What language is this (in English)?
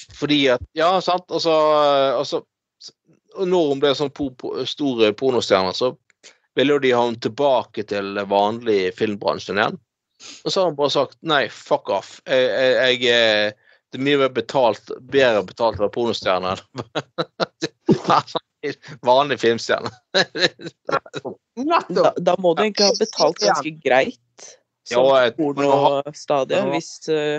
Norwegian